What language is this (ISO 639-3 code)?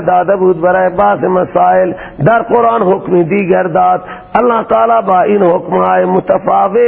fas